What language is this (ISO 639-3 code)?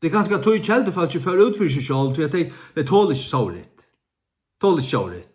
fao